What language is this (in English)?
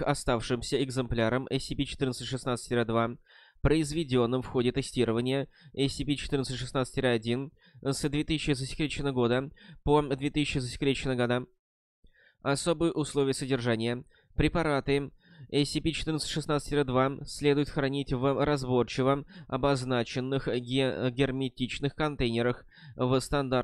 Russian